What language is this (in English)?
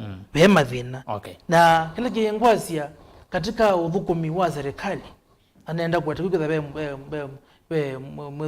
Kamba